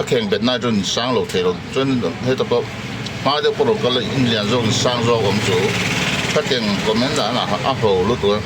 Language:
Hmar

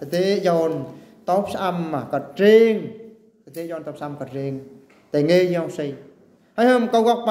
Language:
Eastern Bru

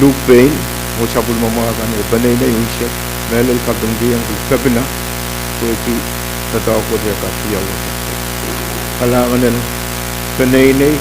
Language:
Pohnpeian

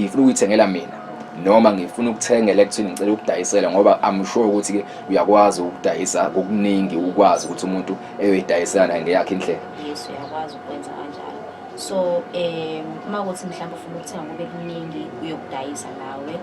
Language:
Zulu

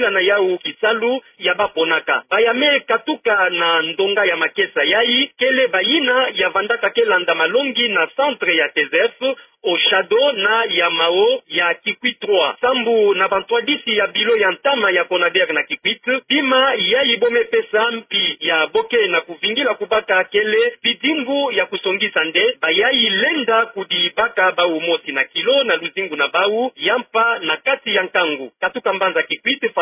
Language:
Kituba (Democratic Republic of Congo)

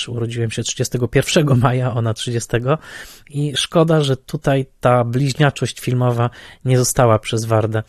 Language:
Polish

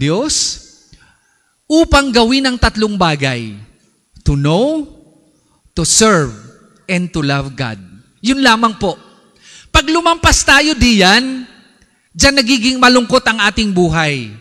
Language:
Filipino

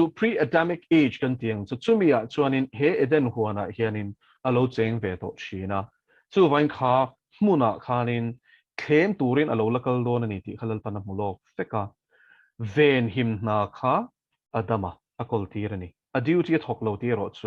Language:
Mizo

